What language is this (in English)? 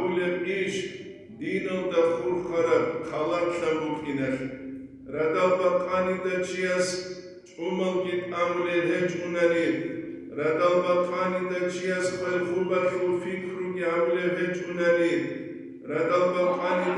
Avaric